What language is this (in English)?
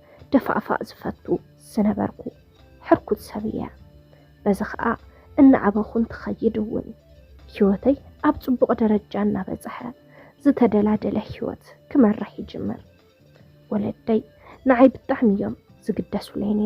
Tigrinya